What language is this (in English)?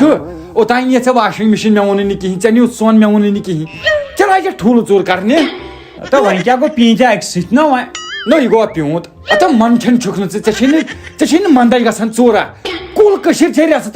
Kashmiri